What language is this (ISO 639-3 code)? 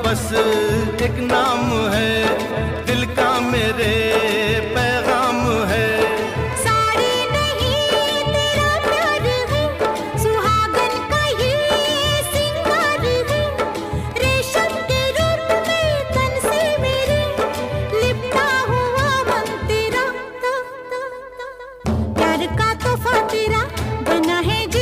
hin